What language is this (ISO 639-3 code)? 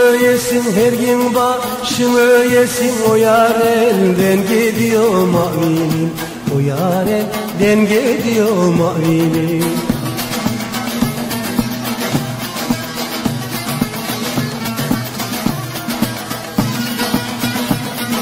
tur